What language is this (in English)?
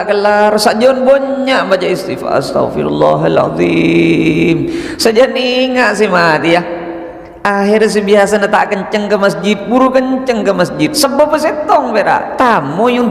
Madurese